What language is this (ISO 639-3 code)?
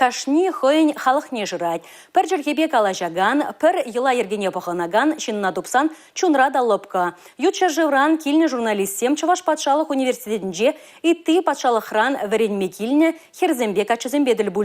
chv